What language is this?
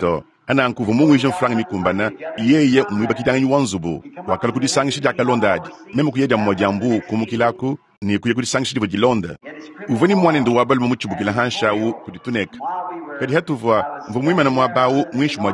Luba-Lulua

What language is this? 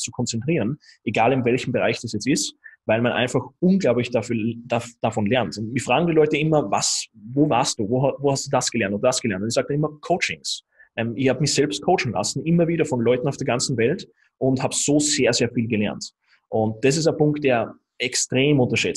German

